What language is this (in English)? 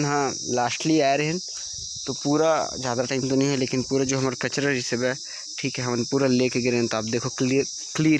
Chhattisgarhi